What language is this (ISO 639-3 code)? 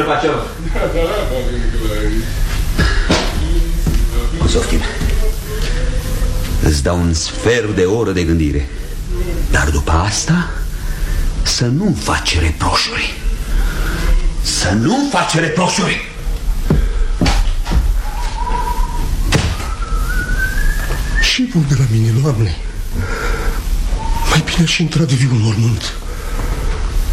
ron